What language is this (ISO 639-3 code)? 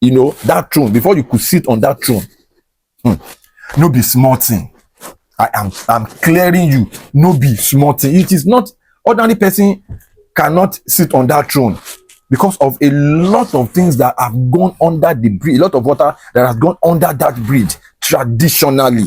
yor